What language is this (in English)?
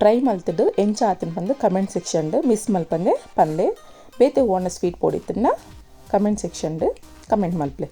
Tulu